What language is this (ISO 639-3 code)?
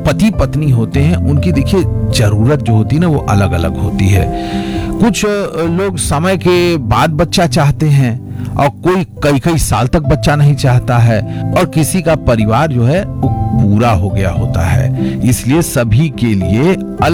hin